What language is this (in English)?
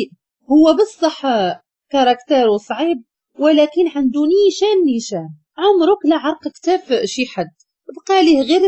Moroccan Arabic